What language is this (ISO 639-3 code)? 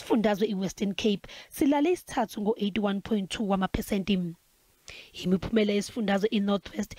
zul